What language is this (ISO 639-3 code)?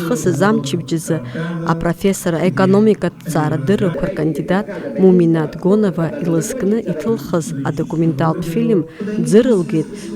abk